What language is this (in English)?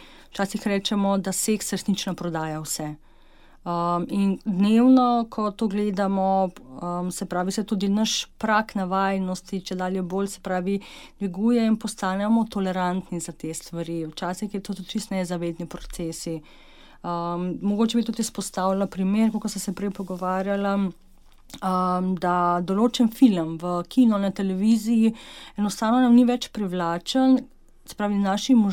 Slovenian